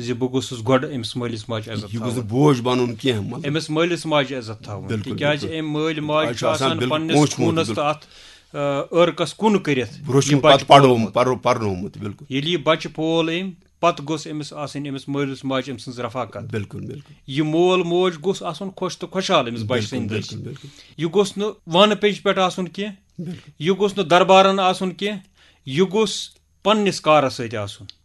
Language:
Kashmiri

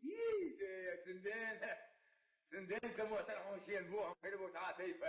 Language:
Chechen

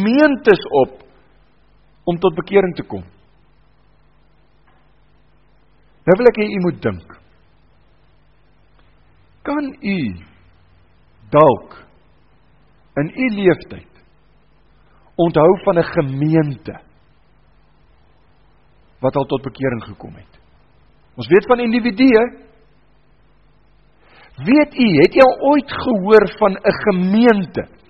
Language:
Afrikaans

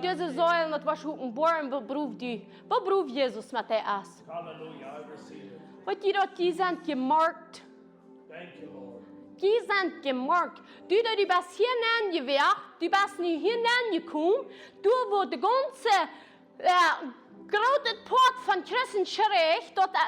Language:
Plautdietsch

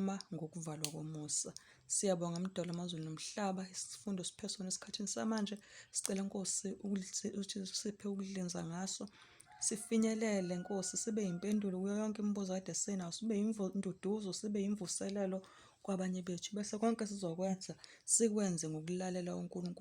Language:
Zulu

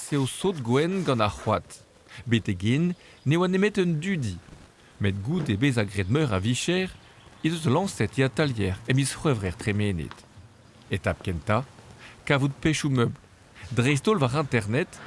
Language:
Breton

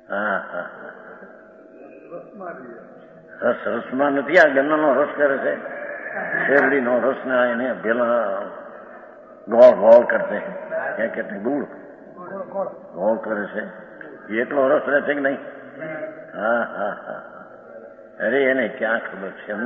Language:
Gujarati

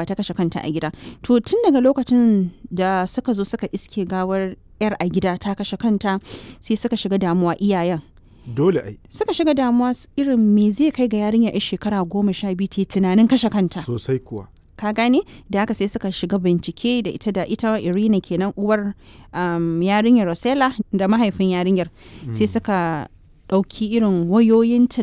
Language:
Hausa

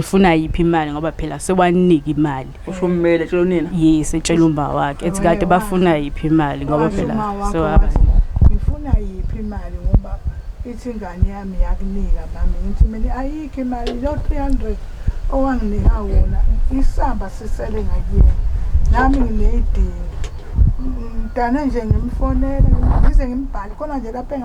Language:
Zulu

